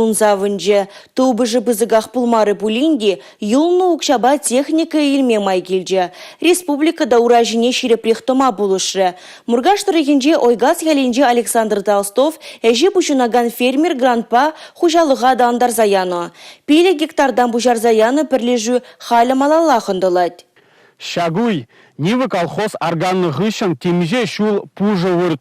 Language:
Chuvash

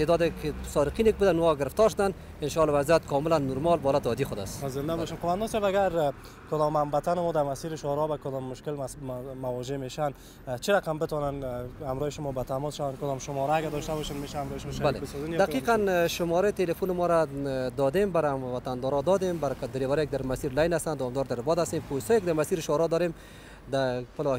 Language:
Persian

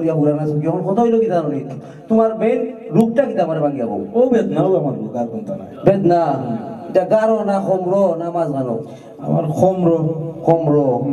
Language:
Sylheti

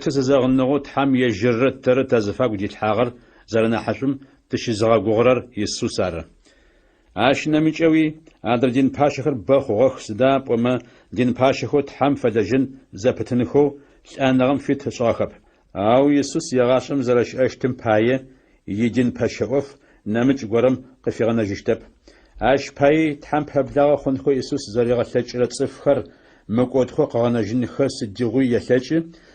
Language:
Adyghe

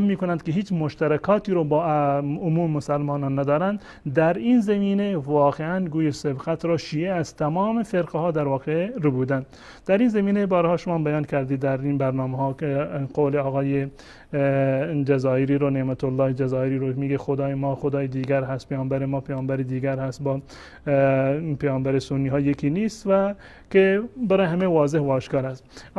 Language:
Persian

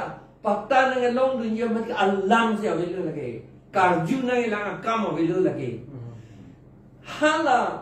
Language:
Karbi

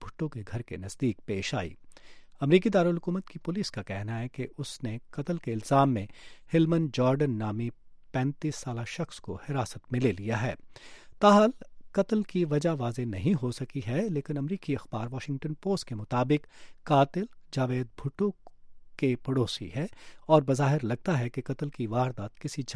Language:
Urdu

